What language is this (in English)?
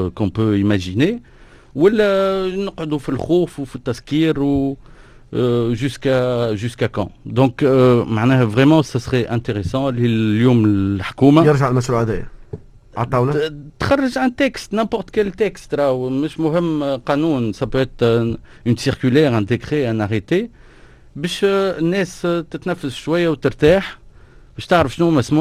Tunisian Arabic